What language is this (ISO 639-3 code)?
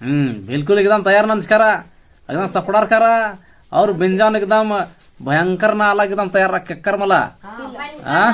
kru